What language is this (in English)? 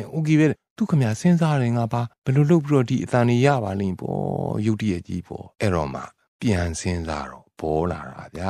Burmese